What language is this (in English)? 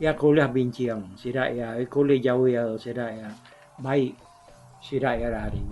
Iban